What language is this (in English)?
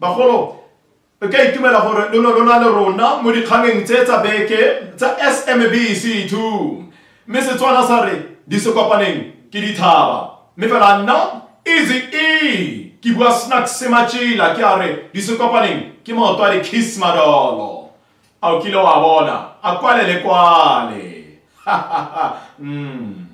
Tswana